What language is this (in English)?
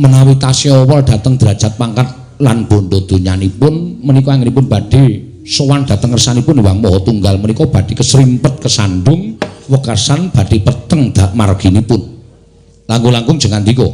Javanese